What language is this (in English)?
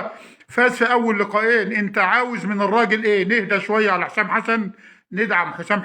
Egyptian Arabic